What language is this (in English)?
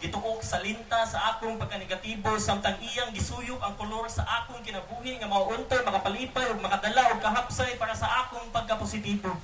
Cebuano